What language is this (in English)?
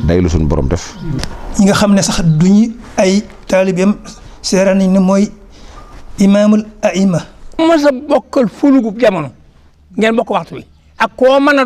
Wolof